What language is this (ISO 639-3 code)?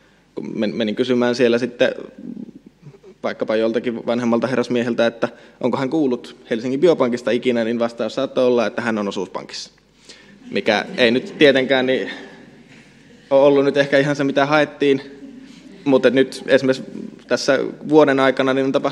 fin